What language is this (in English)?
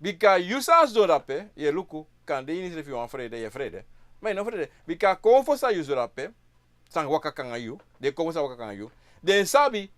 Sranan Tongo